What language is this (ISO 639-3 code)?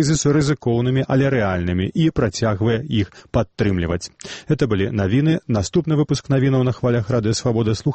bel